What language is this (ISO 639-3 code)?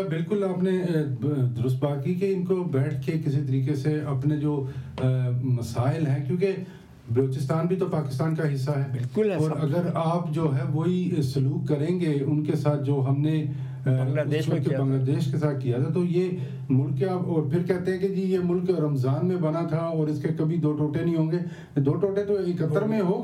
urd